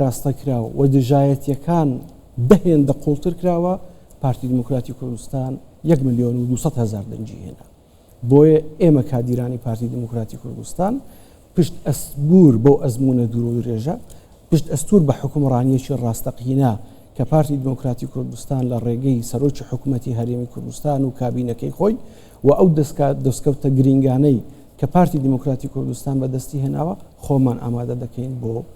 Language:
Central Kurdish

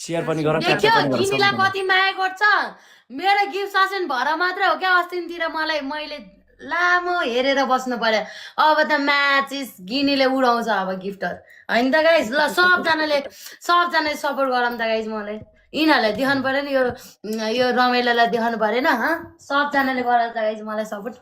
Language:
Nepali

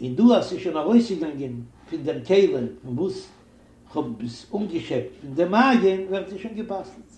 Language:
Yiddish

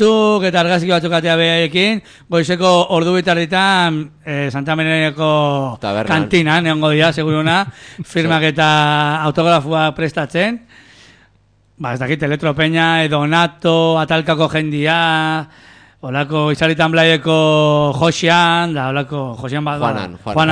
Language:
Basque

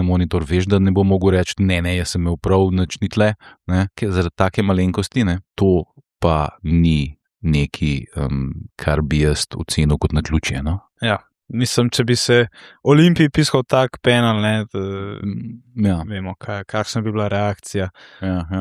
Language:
Slovenian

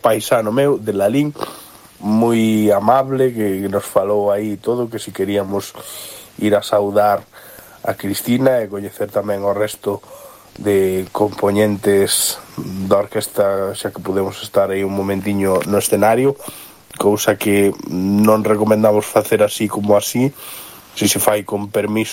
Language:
Galician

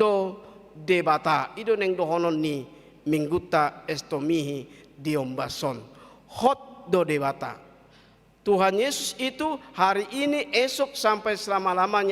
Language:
Batak Toba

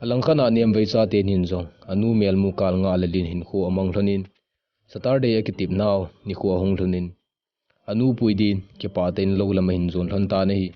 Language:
Thado Chin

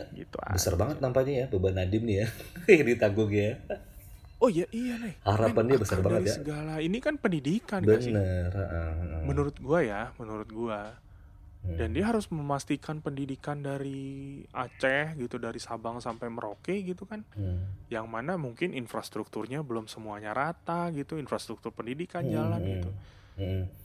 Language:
Indonesian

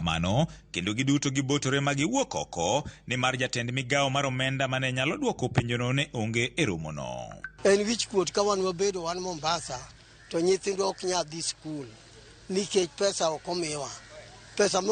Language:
Luo (Kenya and Tanzania)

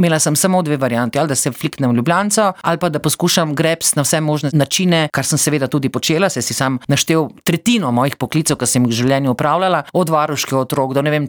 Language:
Slovenian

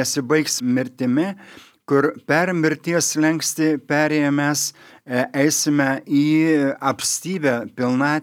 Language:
Lithuanian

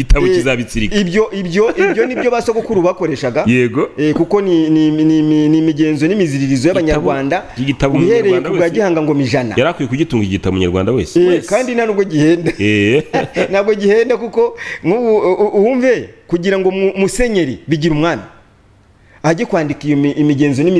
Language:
Kinyarwanda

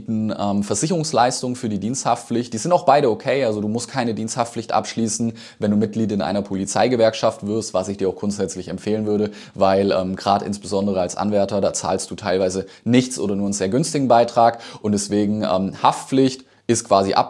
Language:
German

